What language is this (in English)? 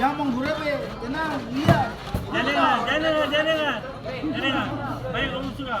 Ambonese Malay